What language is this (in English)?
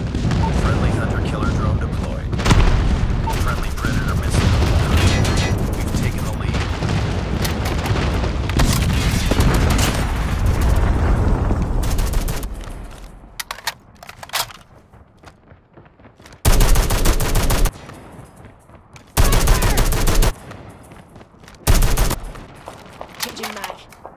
English